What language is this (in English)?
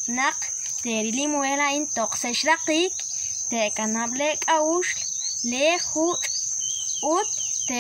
Kekchí